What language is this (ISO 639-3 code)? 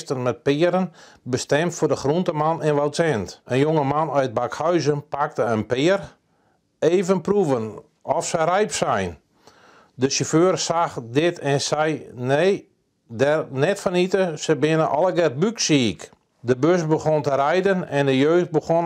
fry